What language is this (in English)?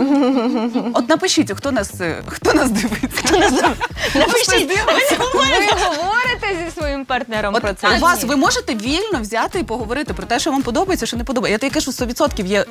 Ukrainian